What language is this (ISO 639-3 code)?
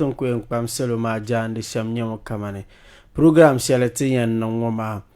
dag